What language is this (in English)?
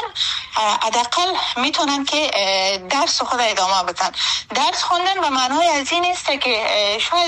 Persian